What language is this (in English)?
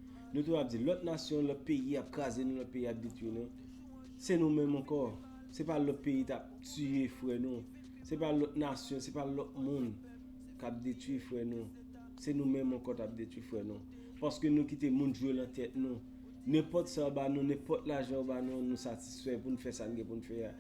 Haitian Creole